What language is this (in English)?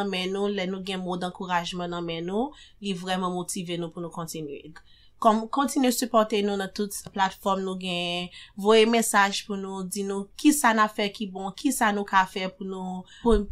Haitian Creole